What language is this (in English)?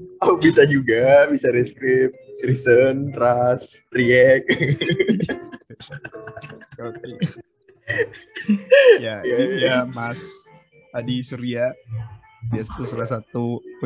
Indonesian